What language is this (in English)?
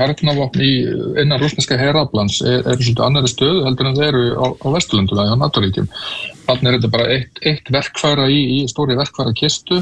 Icelandic